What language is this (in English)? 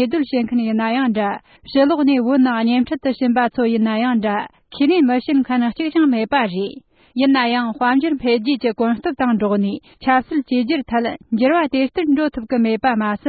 Tibetan